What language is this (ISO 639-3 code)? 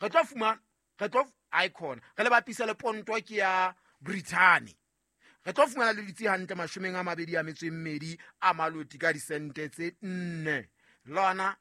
sot